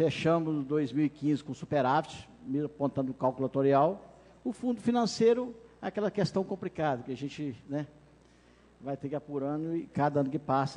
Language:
Portuguese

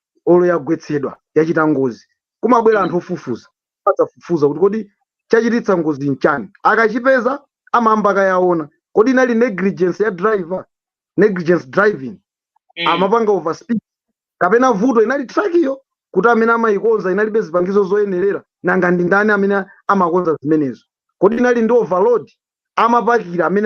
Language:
Nyanja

